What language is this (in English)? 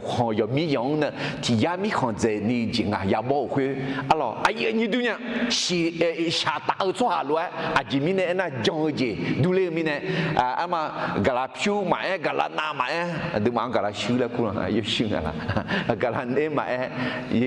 Akha